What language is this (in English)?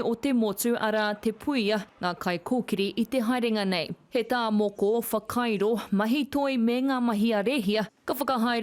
Māori